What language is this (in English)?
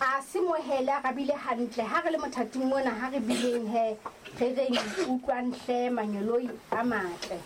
Southern Sotho